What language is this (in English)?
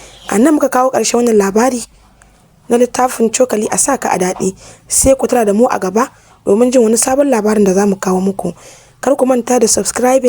Hausa